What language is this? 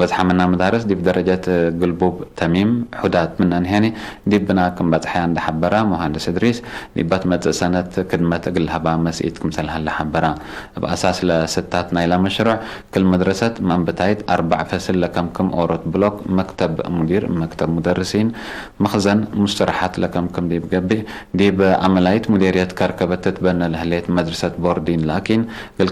Tigre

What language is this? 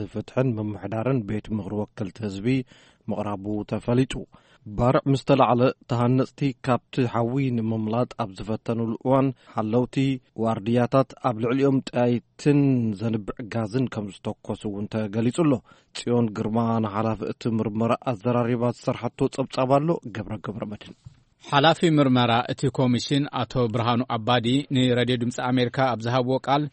Tigrinya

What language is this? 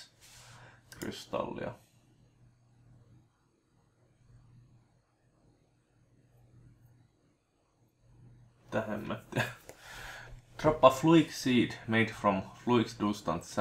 Finnish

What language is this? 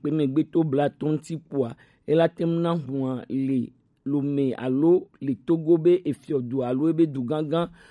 Gen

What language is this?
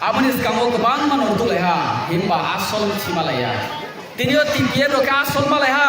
Riang (India)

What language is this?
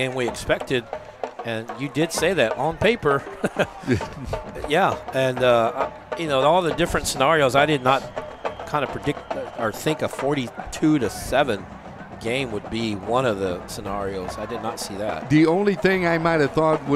English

